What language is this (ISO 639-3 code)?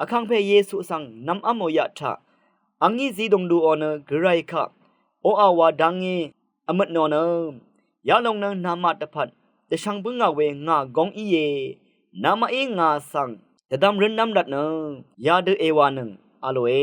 raw